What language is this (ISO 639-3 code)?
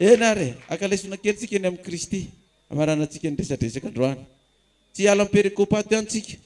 mlg